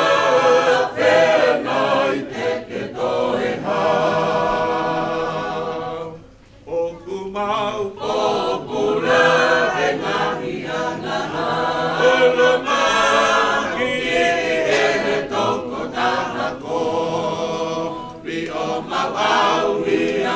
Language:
Tongan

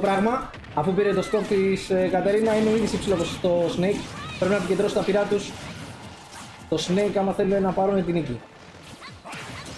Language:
Greek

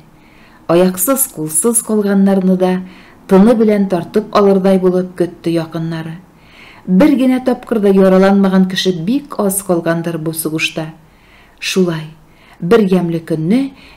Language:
Tatar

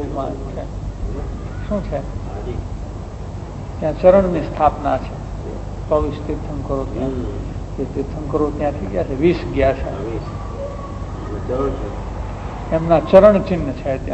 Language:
Gujarati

